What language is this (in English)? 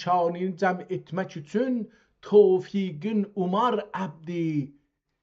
South Azerbaijani